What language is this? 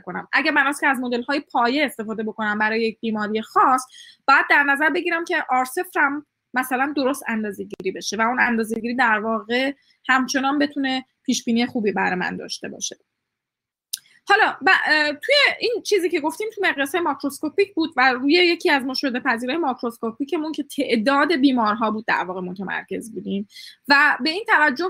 Persian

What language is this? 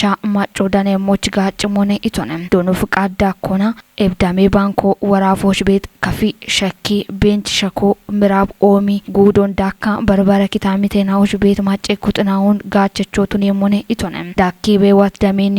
Kafa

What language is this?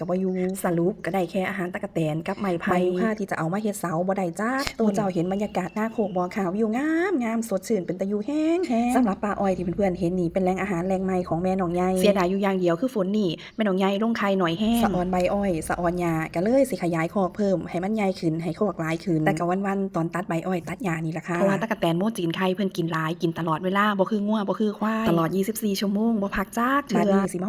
Lao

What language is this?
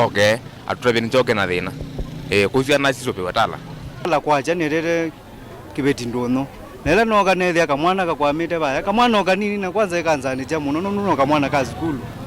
Kamba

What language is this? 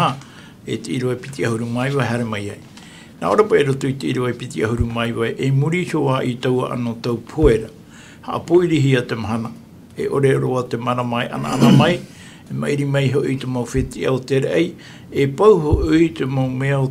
Tahitian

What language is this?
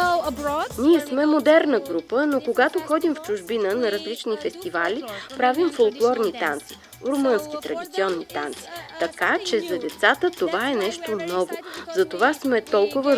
Bulgarian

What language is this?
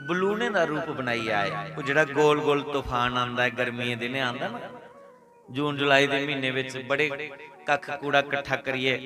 Dogri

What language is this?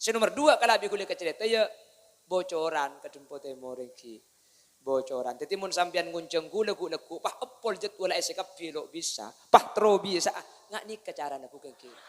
Madurese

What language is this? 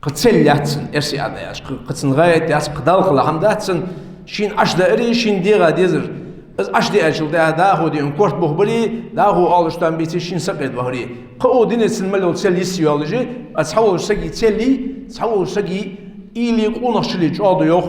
Ingush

